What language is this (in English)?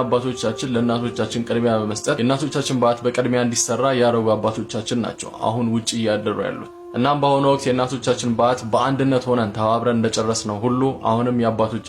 Amharic